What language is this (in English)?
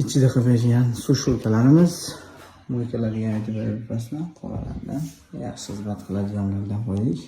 Uzbek